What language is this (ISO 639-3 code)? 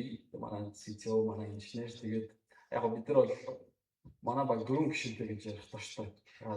mon